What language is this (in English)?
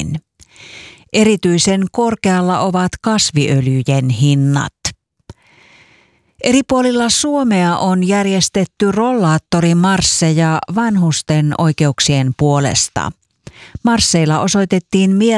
Finnish